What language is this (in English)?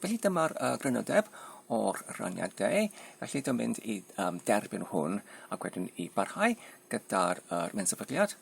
Welsh